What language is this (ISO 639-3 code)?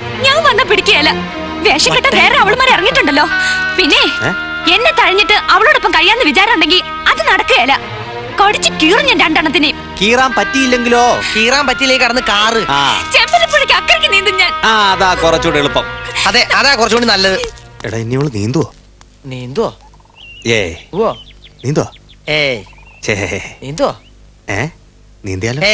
mal